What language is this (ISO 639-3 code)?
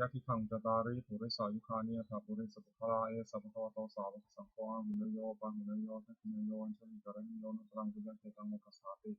pli